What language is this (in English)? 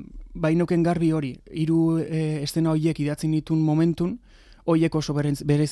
Basque